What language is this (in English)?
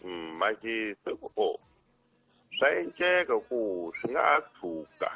Tsonga